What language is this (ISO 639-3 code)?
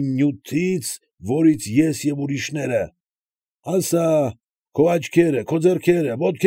hye